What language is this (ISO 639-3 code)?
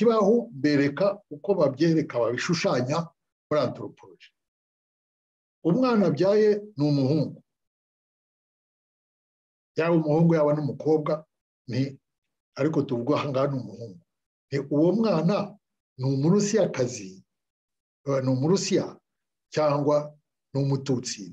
kin